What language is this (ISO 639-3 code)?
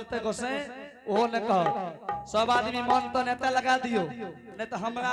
anp